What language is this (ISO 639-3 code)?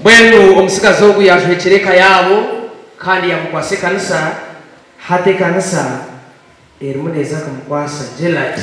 nyn